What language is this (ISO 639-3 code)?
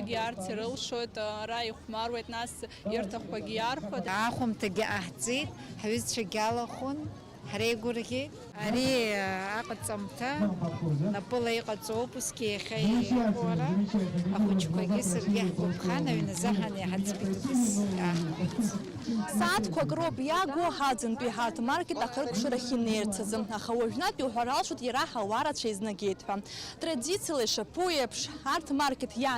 abk